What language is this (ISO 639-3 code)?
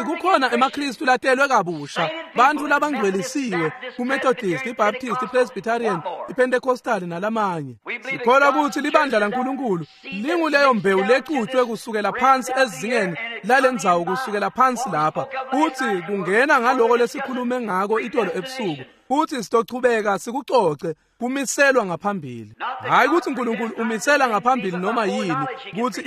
ssw